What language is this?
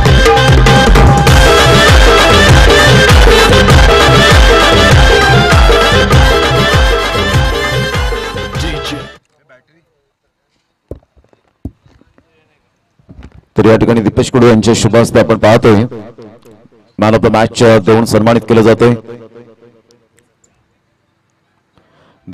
Marathi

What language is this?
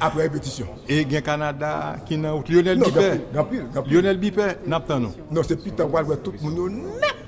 Haitian Creole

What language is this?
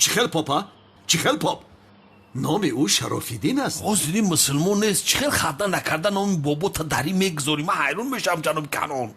Tajik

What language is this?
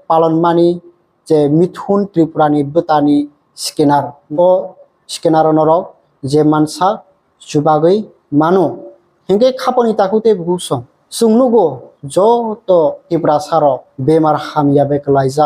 Kok Borok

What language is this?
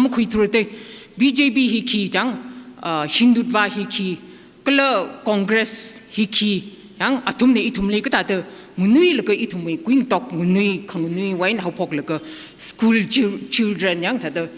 Tangkhul Naga (India)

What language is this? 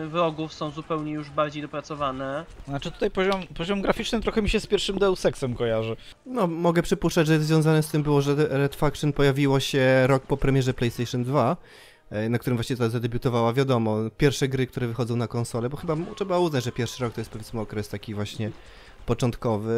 Polish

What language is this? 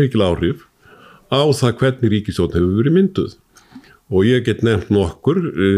Icelandic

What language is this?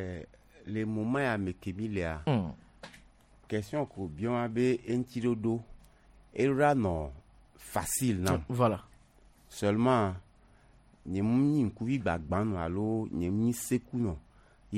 Gen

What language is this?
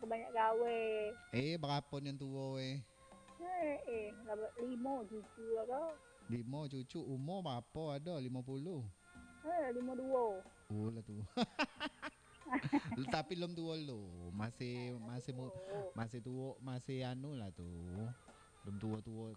Minangkabau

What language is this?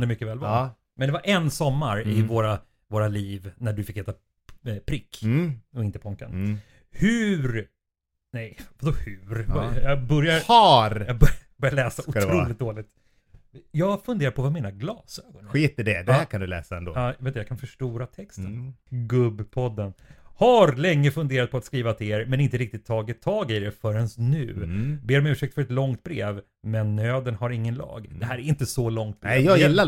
Swedish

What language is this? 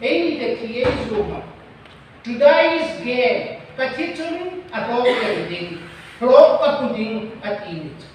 Hmar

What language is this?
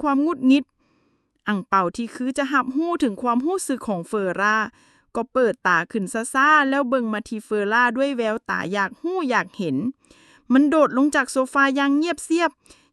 Lao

